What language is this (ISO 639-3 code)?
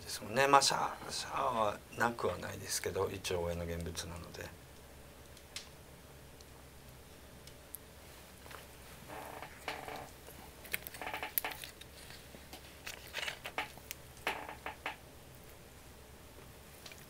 jpn